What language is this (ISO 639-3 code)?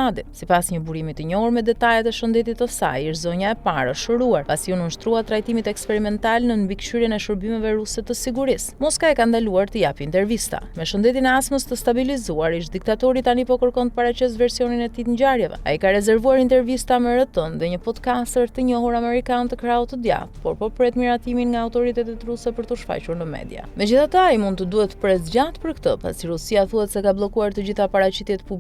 sqi